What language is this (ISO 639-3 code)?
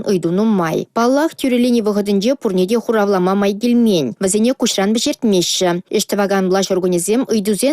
chv